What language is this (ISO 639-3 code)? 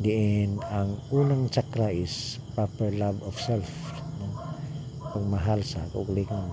ceb